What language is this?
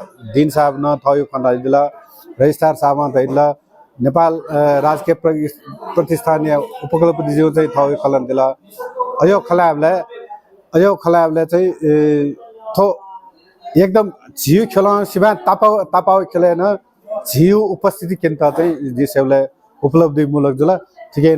Newari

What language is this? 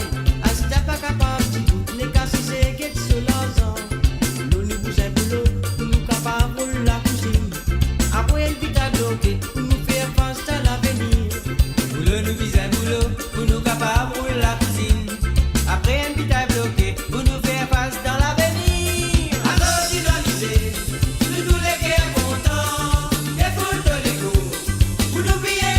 Morisyen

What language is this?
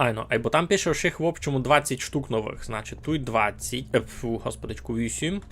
Rusyn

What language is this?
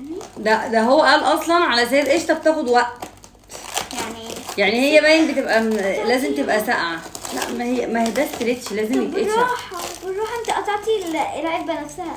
Egyptian Arabic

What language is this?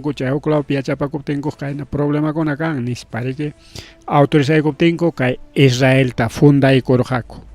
Ayacucho Quechua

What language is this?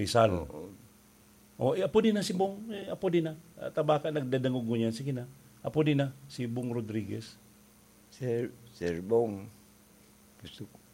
Bikol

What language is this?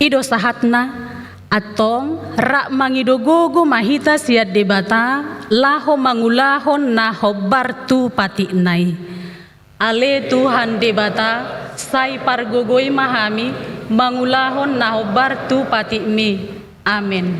Batak Toba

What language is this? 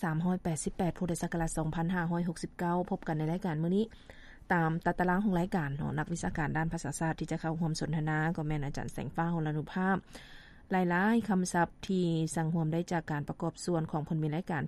Lao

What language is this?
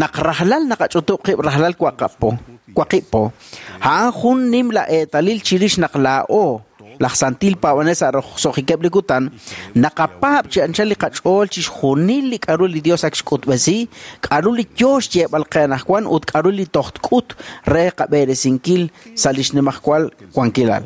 Kekchí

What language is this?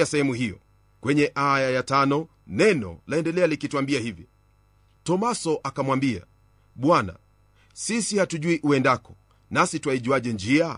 Swahili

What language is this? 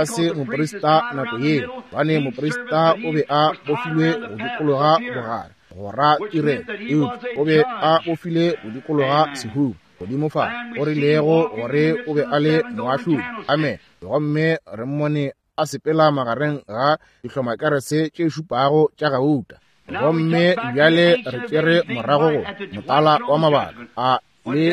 Northern Sotho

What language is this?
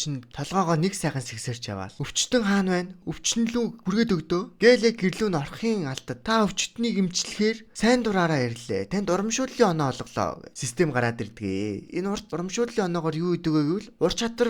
Mongolian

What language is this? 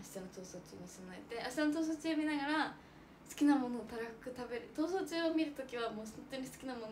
Japanese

